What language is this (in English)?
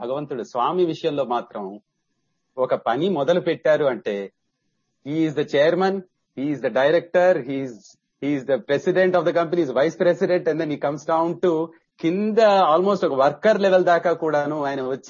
Telugu